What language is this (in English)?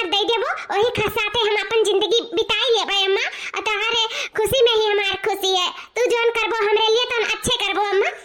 Awadhi